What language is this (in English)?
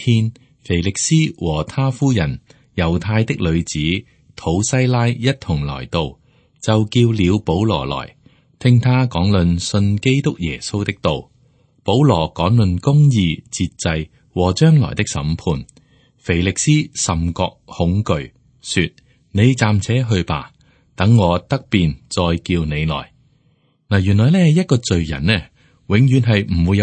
Cantonese